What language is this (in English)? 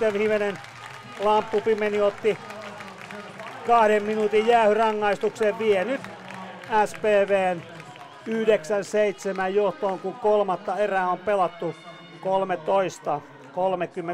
Finnish